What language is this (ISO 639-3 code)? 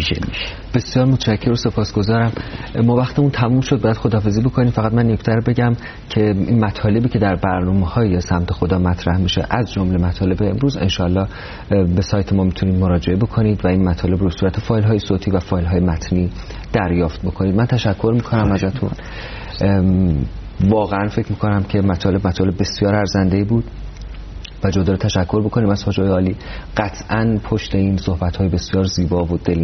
fas